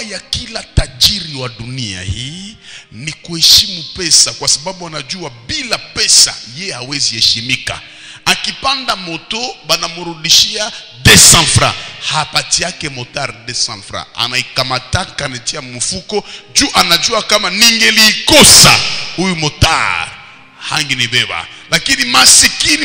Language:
Swahili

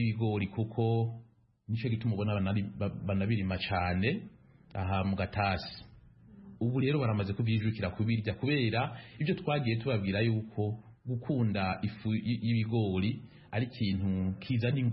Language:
Kinyarwanda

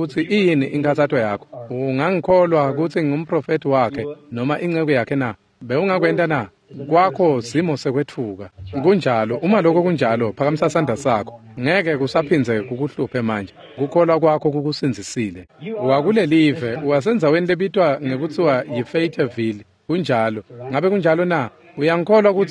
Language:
Swati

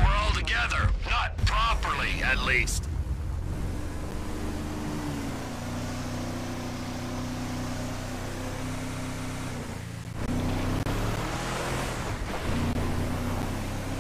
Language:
English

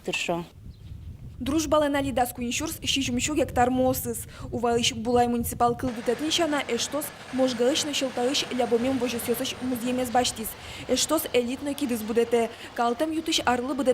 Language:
Udmurt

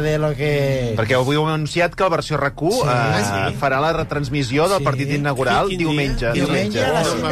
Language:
Catalan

